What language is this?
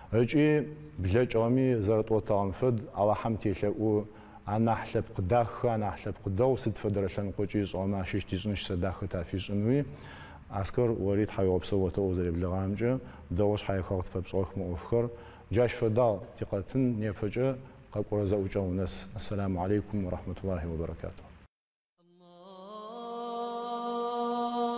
Adyghe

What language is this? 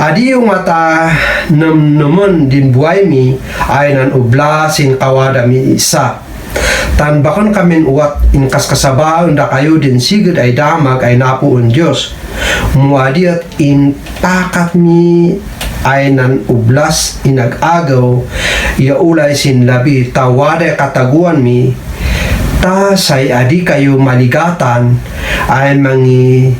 Kankanaey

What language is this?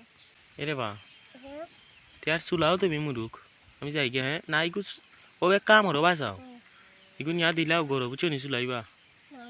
Sylheti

